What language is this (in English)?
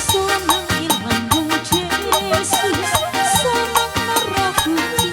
Batak Simalungun